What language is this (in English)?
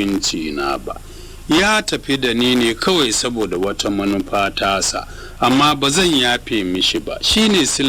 Hausa